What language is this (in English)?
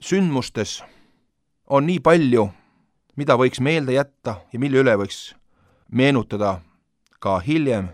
Estonian